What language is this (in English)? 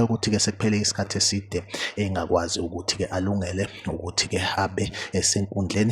Zulu